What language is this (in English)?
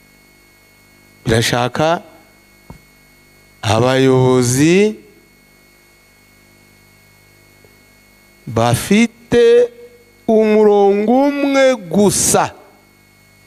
Kinyarwanda